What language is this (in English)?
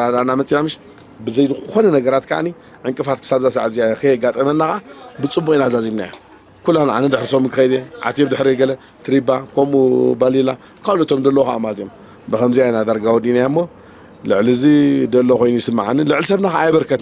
Tigrinya